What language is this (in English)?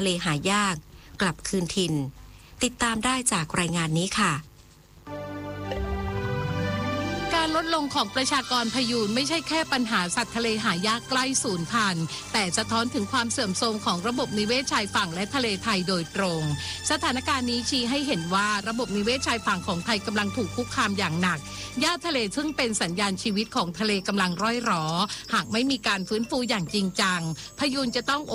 Thai